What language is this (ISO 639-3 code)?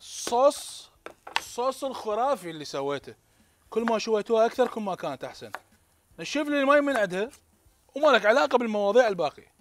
acm